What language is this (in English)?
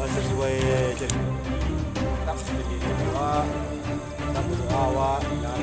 Minangkabau